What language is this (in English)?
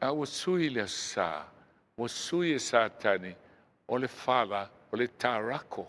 Samoan